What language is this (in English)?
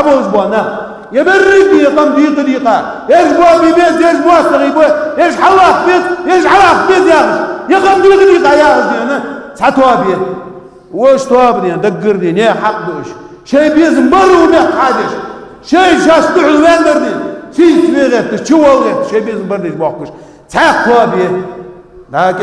Ingush